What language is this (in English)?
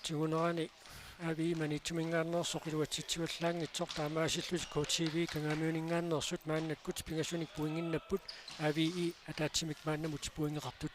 Kalaallisut